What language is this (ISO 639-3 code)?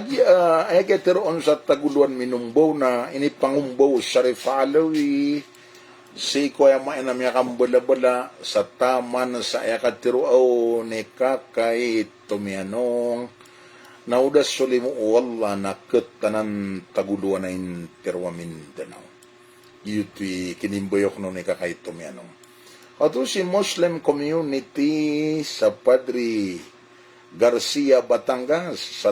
mrw